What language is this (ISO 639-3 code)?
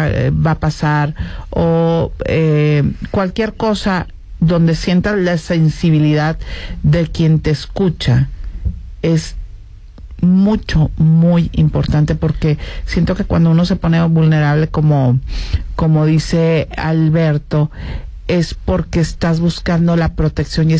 spa